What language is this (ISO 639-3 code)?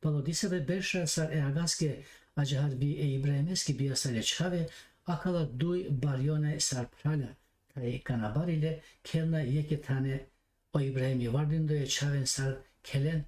rmn